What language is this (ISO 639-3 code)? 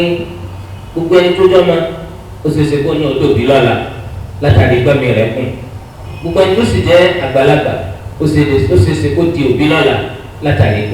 yor